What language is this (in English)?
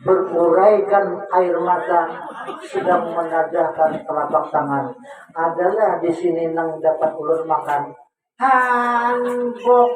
Banjar